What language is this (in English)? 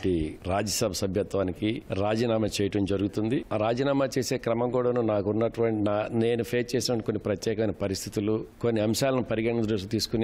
Telugu